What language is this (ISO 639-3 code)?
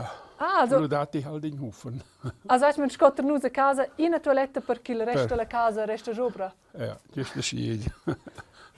roh